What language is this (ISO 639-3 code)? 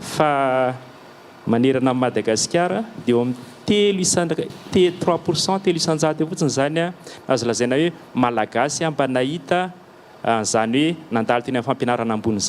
mlg